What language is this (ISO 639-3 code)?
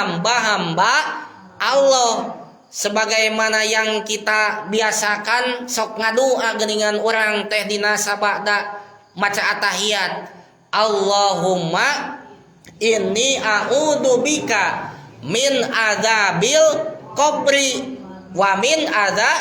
sun